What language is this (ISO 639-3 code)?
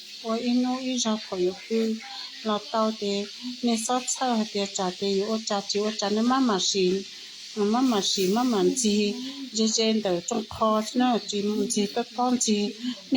hmn